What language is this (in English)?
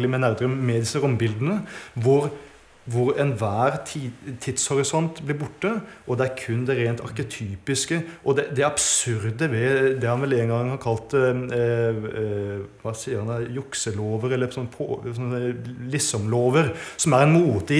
Norwegian